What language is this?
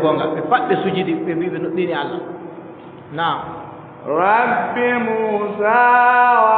Adamawa Fulfulde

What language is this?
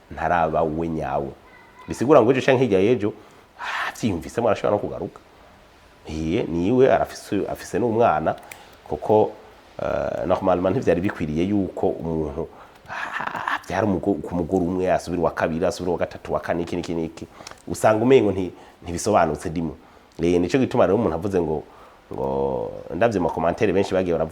Rundi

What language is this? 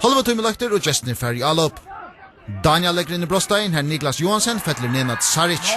Faroese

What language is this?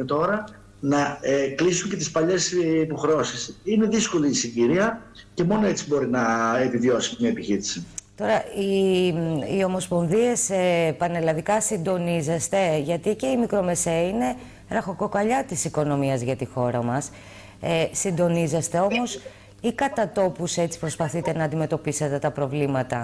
Greek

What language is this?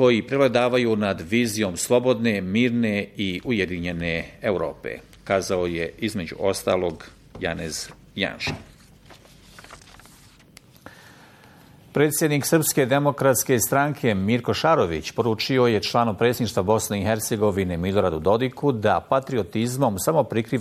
Bosnian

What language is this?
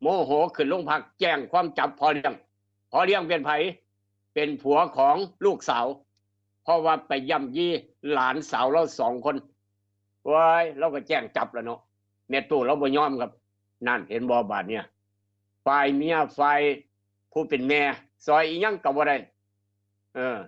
Northeastern Thai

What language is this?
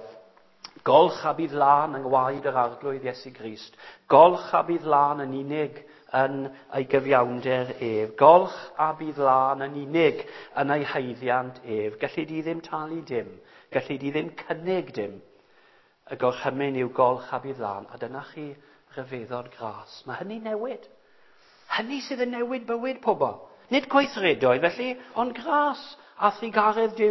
Welsh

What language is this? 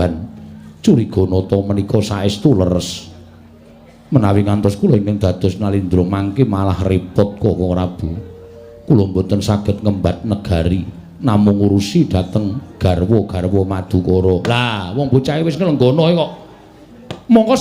Javanese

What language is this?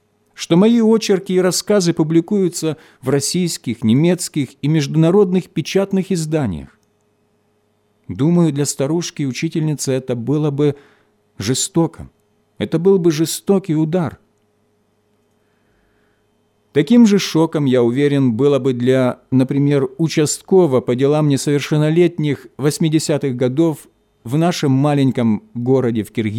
Russian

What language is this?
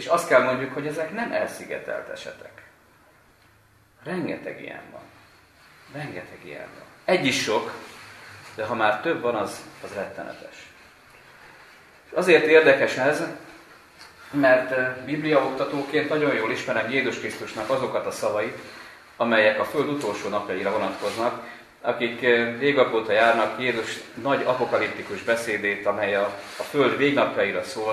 Hungarian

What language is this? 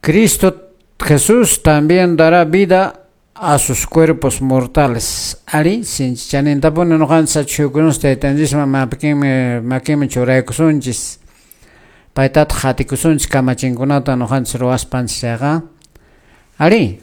Quechua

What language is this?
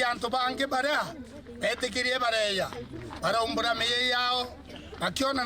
Meru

